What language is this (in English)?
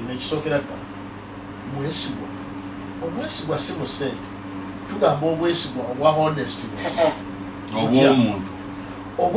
Ganda